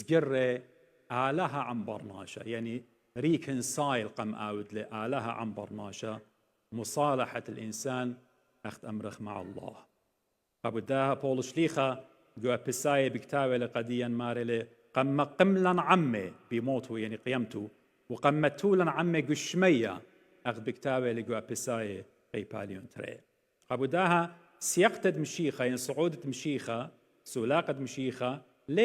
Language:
Assyrian Neo-Aramaic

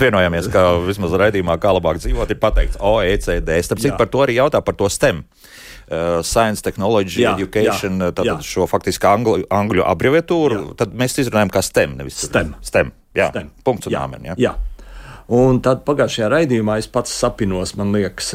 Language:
Latvian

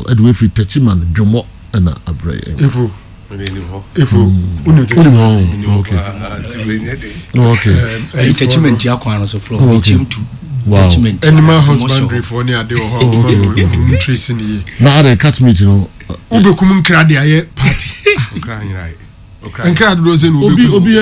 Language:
Akan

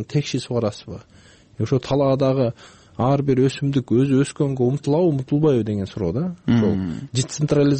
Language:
Kyrgyz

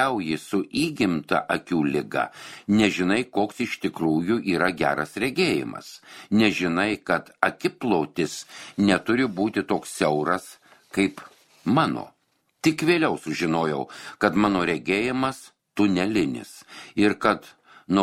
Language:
Lithuanian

